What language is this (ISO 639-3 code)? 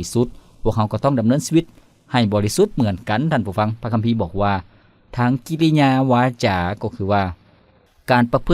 lao